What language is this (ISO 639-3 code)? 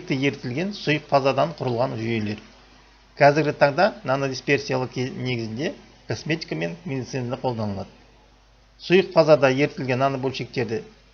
kaz